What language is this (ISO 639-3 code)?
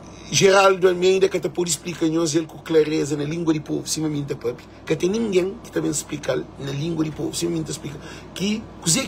kea